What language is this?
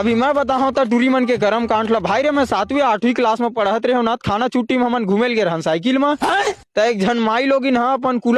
Chhattisgarhi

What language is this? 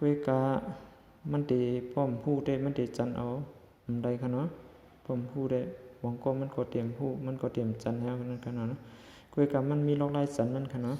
Shan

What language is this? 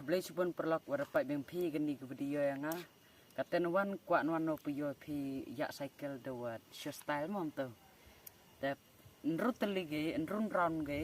Khasi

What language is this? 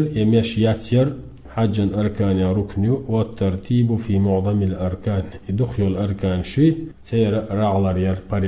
Chechen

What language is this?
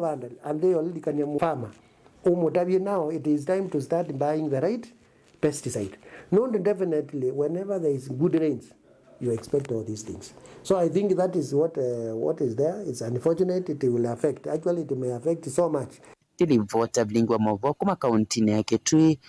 Kamba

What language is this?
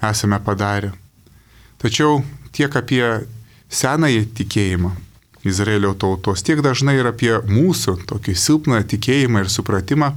Lithuanian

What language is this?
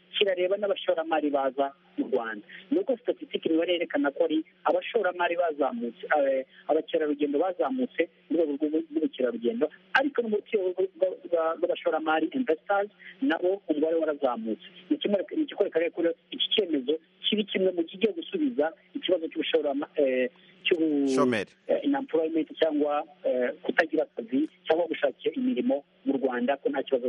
Kinyarwanda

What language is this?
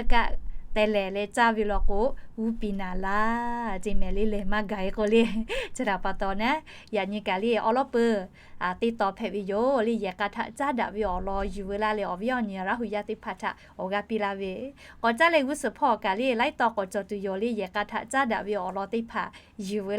Lahu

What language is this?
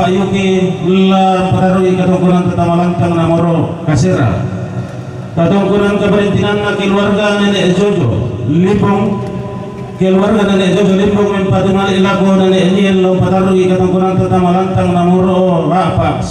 Toraja-Sa'dan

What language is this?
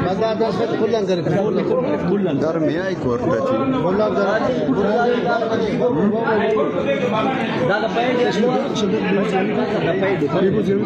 Eastern Balochi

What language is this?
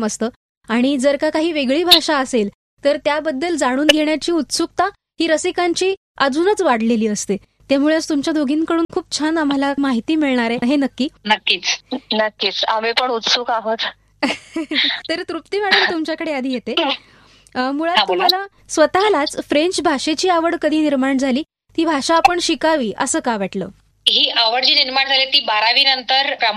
Marathi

